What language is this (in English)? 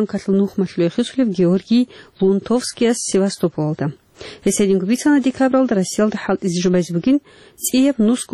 Avaric